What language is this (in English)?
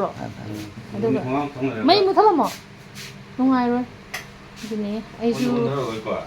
Manipuri